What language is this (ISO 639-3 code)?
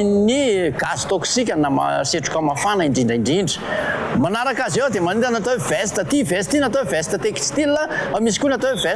mlg